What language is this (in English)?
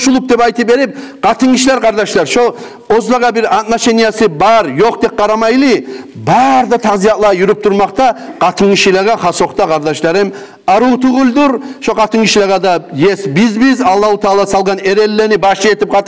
Kumyk